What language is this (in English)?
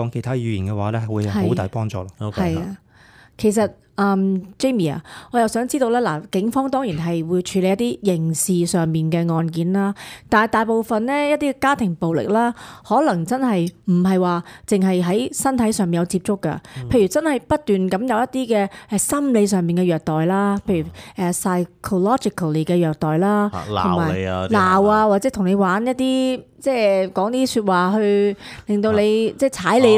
Cantonese